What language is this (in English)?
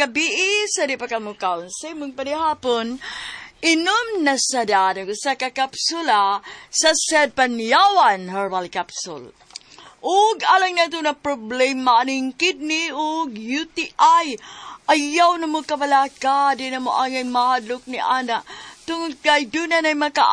Cebuano